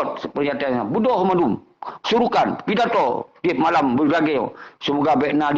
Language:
Achinese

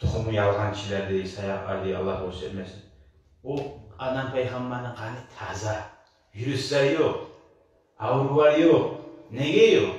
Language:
Kumyk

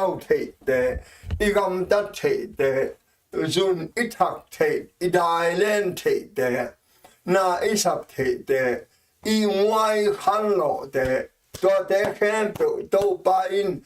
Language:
Tedim Chin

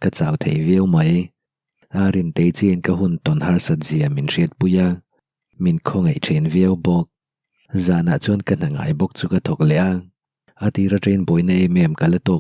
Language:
Mizo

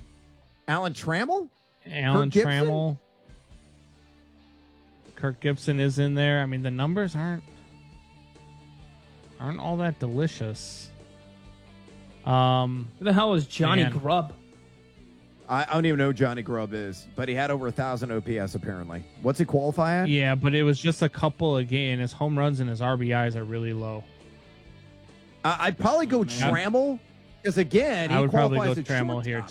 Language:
English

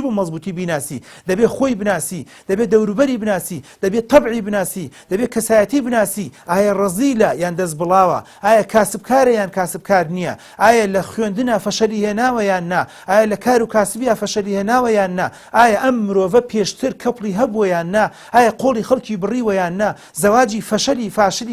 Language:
Central Kurdish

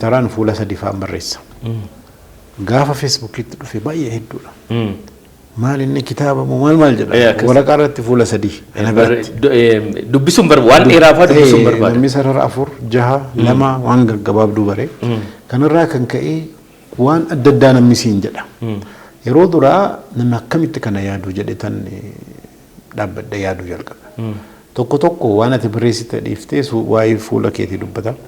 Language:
Oromo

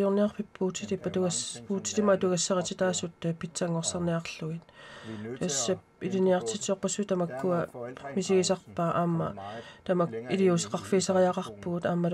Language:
Kalaallisut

